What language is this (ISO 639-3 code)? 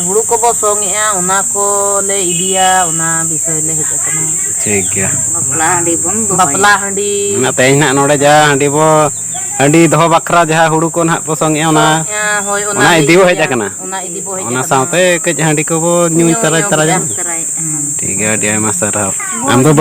sat